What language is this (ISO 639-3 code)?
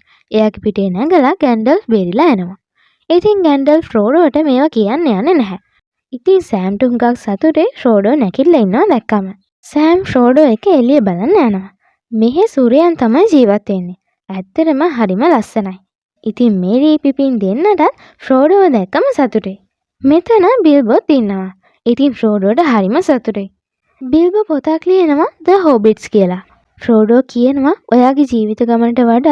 sin